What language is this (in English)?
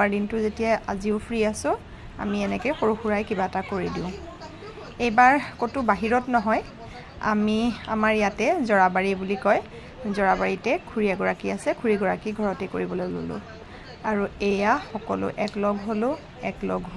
Assamese